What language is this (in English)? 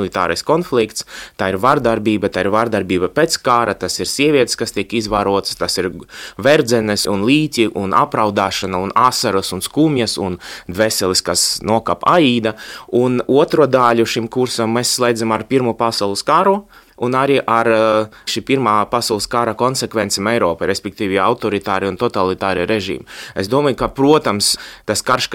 Latvian